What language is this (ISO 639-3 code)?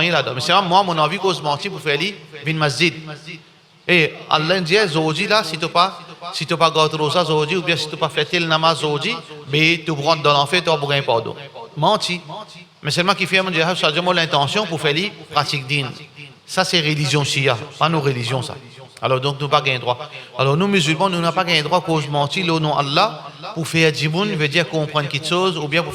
mfe